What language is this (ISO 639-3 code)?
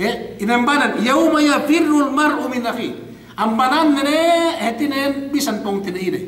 yka